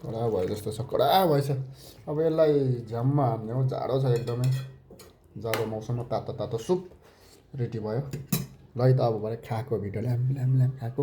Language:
Nepali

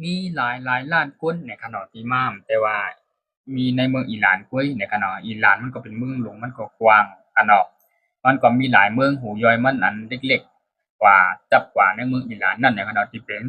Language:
Shan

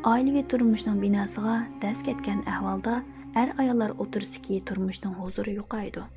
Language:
Uyghur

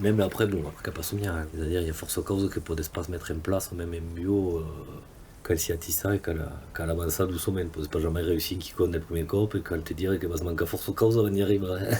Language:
Occitan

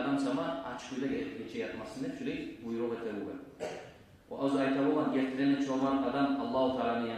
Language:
Kumyk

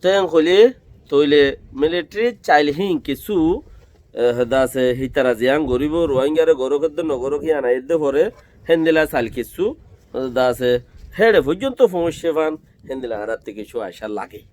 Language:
Rohingya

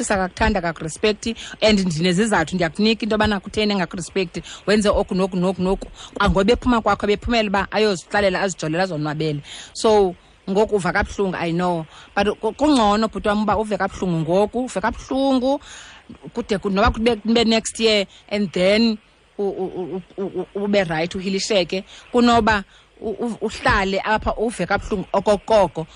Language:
Xhosa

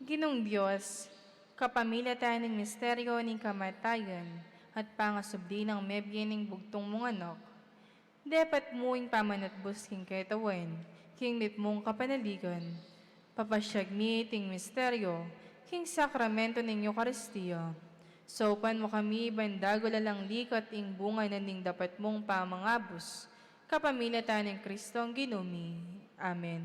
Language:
Pampanga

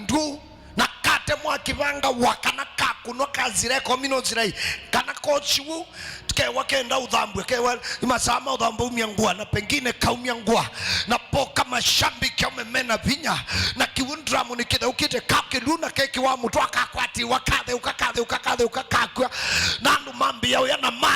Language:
Kamba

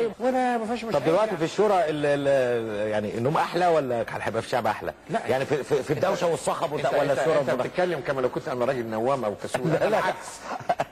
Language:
Egyptian Arabic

